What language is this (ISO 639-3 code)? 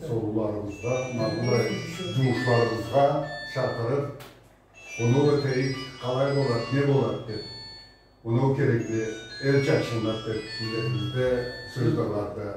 krc